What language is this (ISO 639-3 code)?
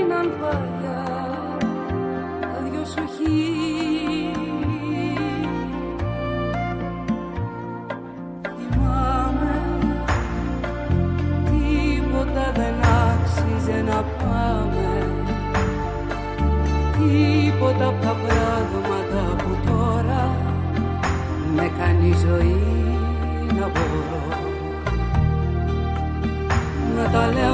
ell